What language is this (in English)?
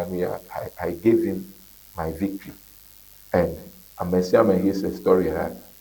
Ewe